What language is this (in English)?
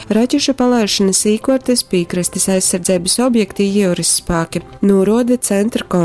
Latgalian